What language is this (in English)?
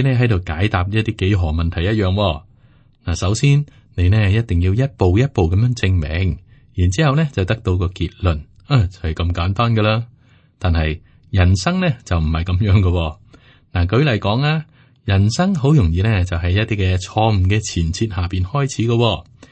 Cantonese